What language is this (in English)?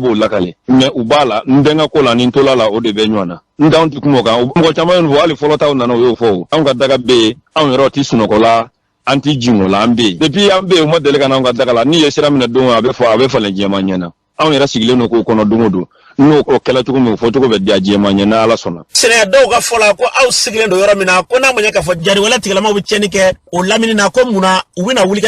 Bambara